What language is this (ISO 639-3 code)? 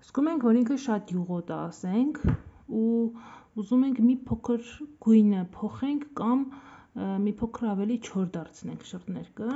hye